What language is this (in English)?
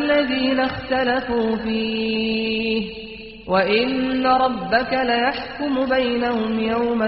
Kurdish